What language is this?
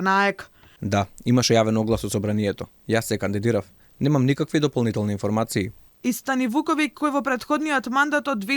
Macedonian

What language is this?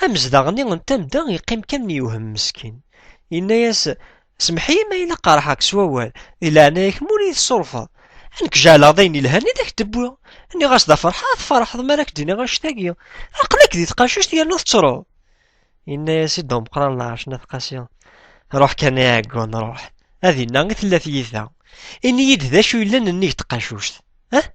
Kabyle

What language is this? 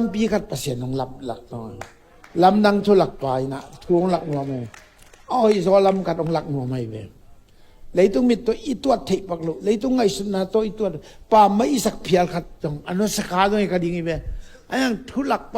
Tedim Chin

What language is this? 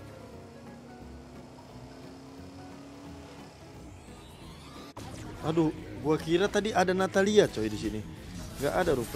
Indonesian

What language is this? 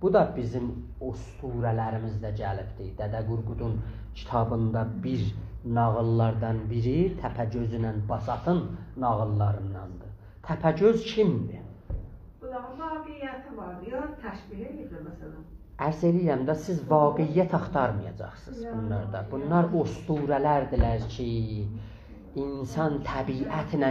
South Azerbaijani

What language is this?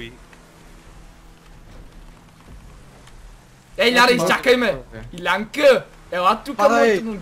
Bulgarian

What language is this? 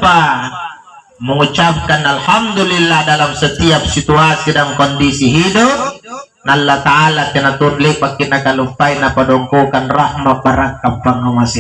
Makasar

